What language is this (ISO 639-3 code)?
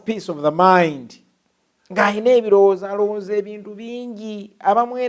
lug